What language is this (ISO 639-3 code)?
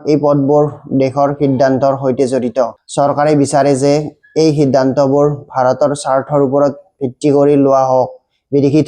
asm